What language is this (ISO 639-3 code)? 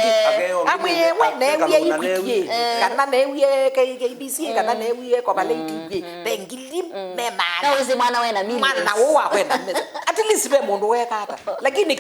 kam